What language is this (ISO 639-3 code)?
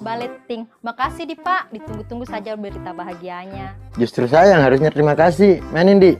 bug